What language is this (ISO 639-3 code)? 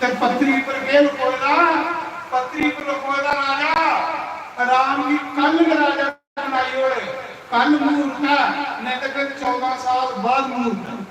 doi